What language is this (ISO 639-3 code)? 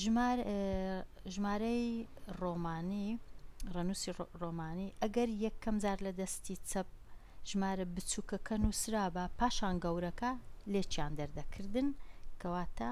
ckb